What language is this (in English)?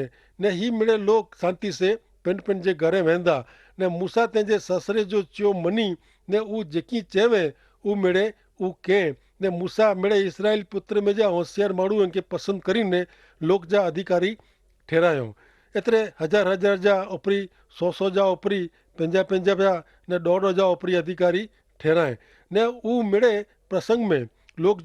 Kachhi